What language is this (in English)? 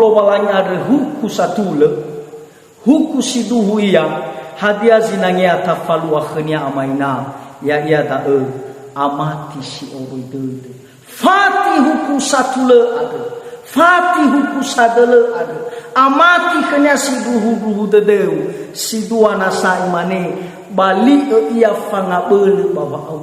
Nias